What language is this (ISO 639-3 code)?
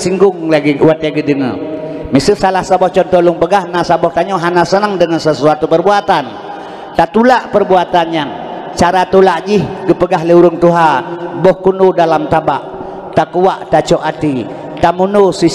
ace